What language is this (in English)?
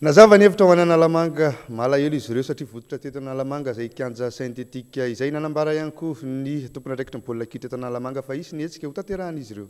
Malagasy